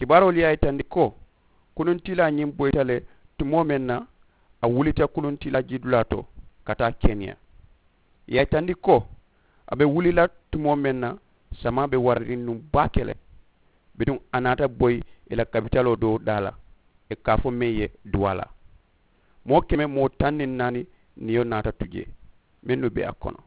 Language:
Mandingo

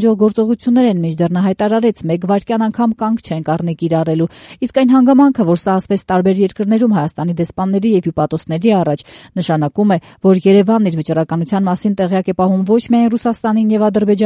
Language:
Armenian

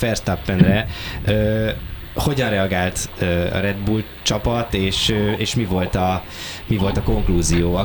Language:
Hungarian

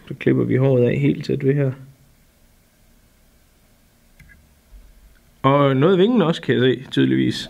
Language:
Danish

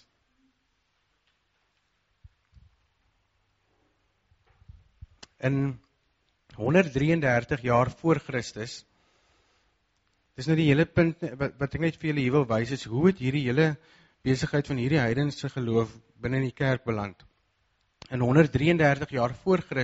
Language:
Afrikaans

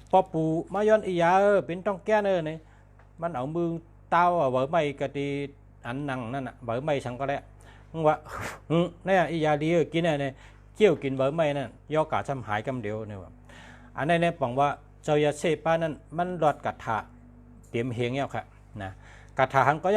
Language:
Shan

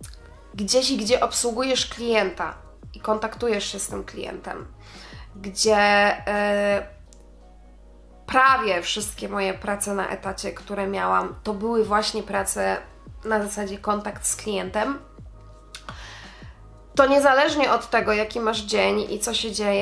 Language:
Polish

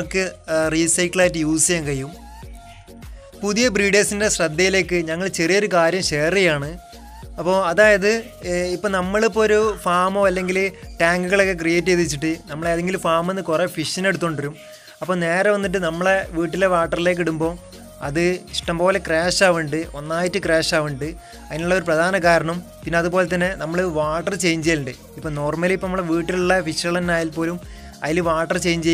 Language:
Malayalam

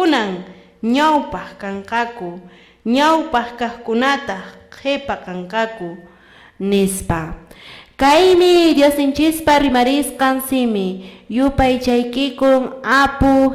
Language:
Quechua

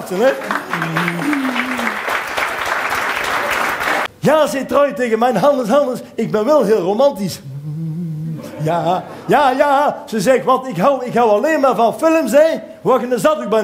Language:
Dutch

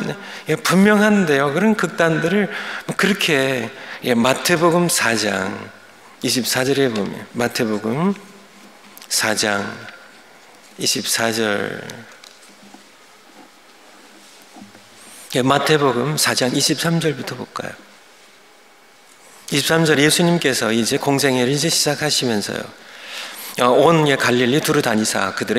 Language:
Korean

